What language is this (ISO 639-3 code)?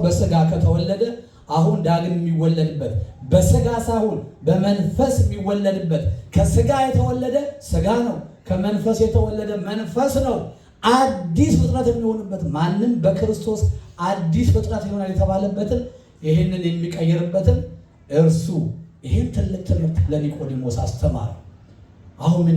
amh